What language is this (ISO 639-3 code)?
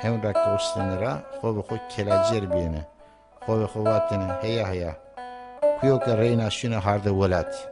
zza